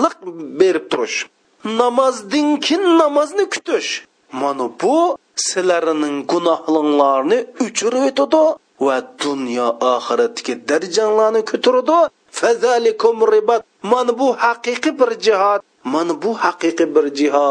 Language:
Uyghur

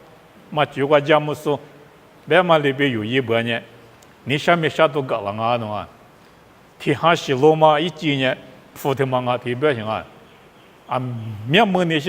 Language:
Lisu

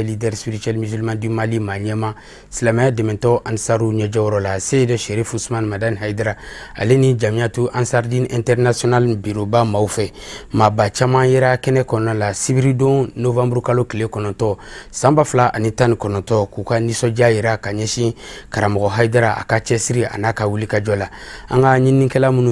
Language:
Bambara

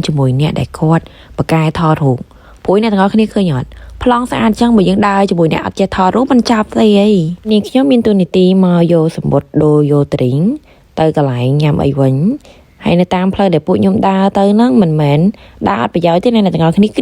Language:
Khmer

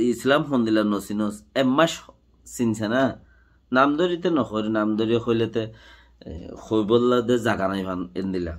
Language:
Rohingya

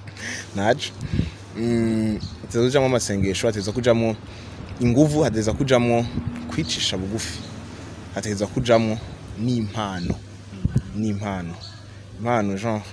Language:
Rundi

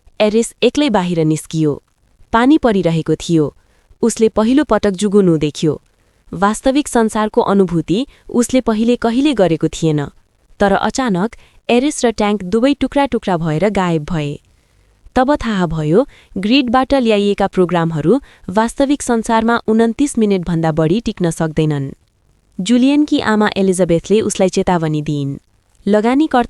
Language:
Nepali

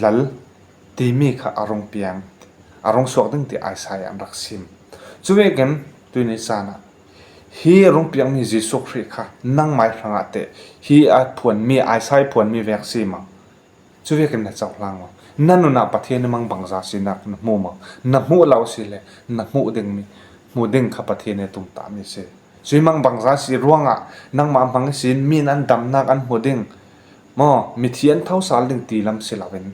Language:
Falam Chin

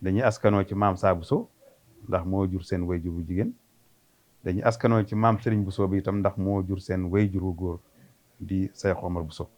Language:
Wolof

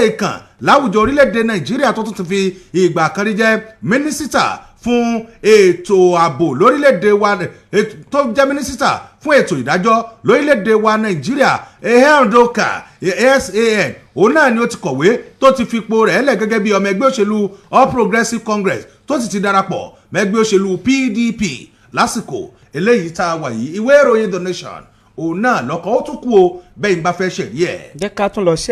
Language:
Yoruba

